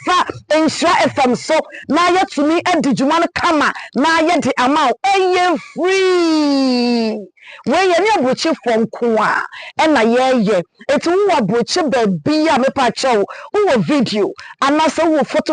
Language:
Akan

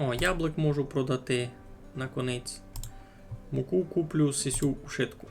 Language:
Rusyn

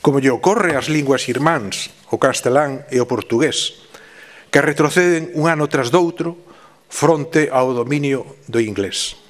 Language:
Galician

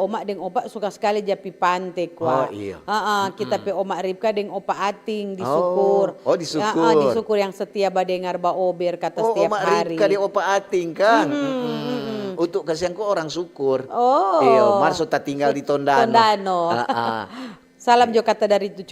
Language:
Manado Malay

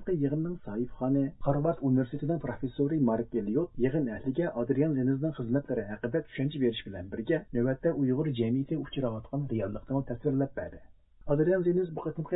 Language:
Uyghur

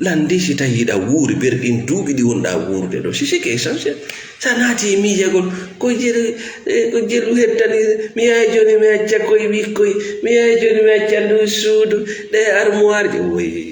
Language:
Fula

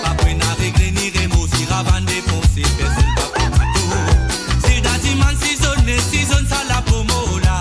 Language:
Morisyen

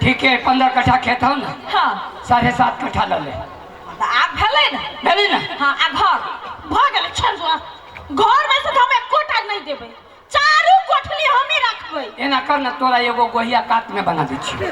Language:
Maithili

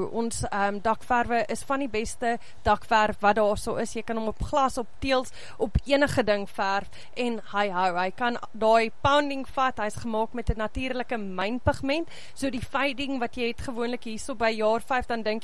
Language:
Afrikaans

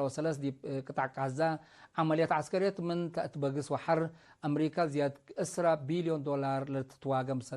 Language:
Tigre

